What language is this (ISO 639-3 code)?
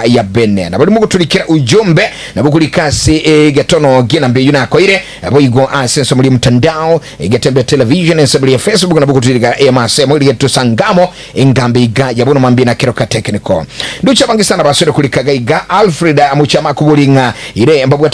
guz